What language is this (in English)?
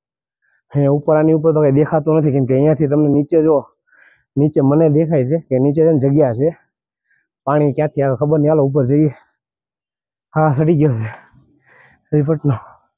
Gujarati